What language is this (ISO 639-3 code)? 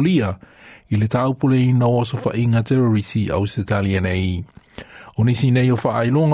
smo